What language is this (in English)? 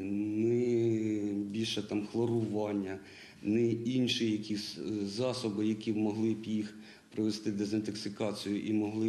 Ukrainian